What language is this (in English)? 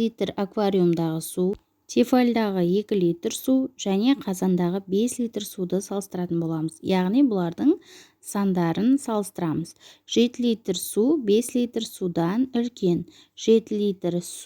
Kazakh